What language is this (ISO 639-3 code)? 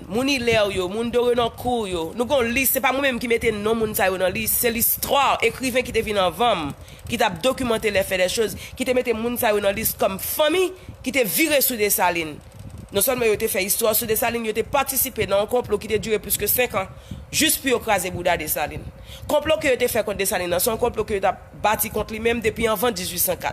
hat